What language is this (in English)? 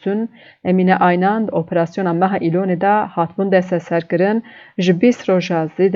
Kurdish